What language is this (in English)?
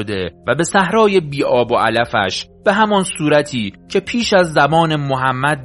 Persian